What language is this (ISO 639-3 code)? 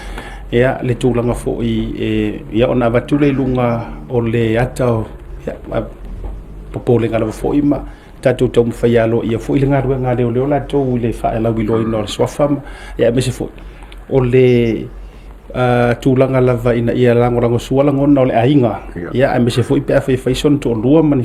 smo